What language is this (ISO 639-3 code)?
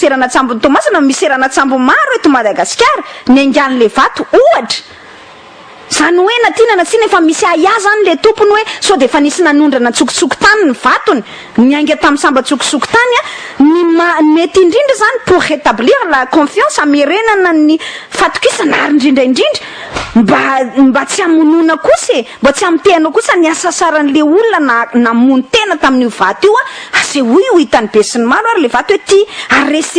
mlg